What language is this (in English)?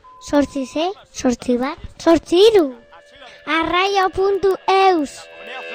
Basque